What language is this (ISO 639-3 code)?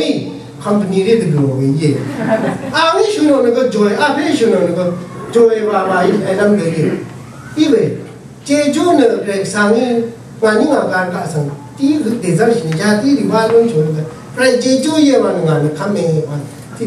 raw